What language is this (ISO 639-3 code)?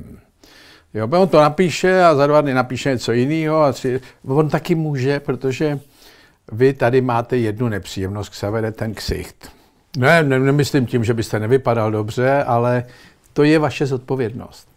ces